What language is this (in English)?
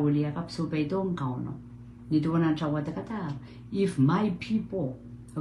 Pohnpeian